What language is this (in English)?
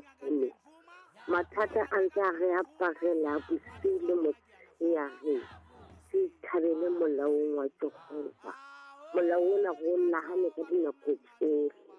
Southern Sotho